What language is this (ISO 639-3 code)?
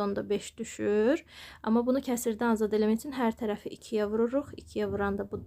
aze